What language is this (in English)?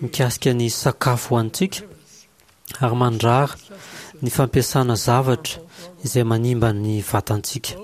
Malagasy